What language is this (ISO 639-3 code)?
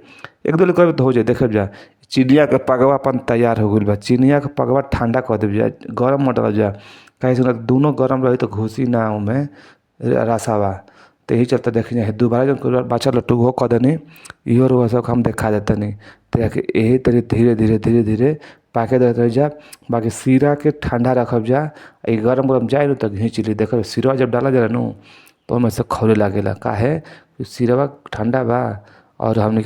bho